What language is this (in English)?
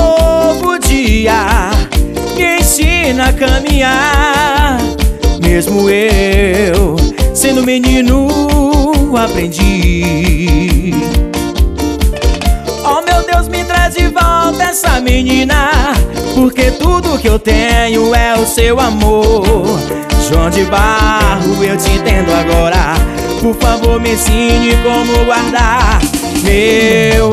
Portuguese